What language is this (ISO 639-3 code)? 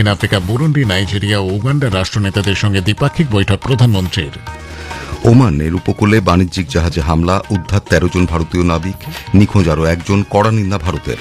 ben